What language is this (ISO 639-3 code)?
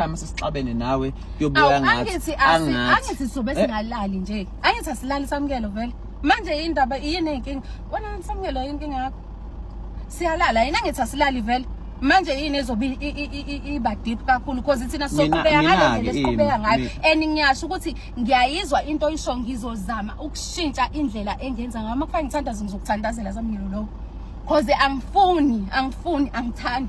zul